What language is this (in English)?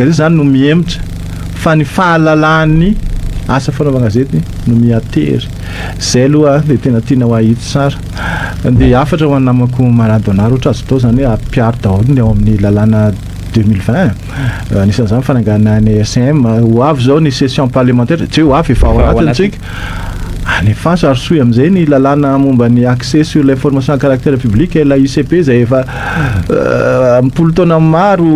Malagasy